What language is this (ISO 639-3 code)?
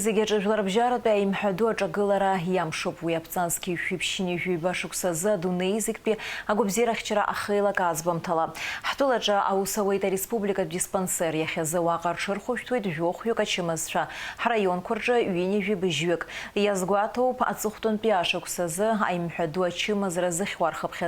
abk